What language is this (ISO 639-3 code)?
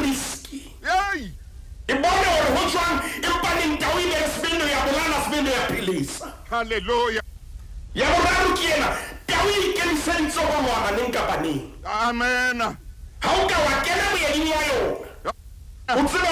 sot